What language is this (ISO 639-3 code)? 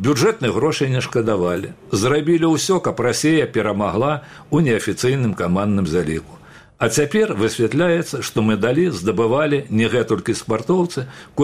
bel